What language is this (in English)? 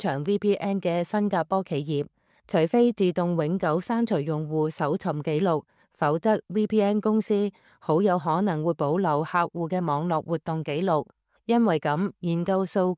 Cantonese